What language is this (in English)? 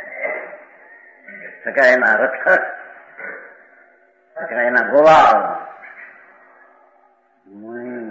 Gujarati